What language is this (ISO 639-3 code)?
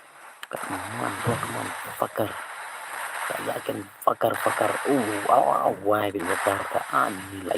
kha